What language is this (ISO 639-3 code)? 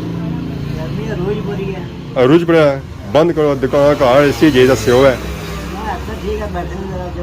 phr